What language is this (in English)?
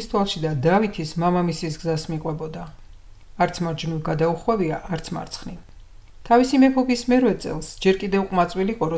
Georgian